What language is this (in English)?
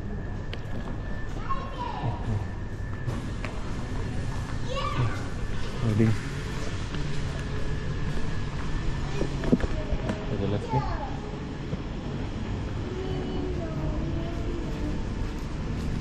Malay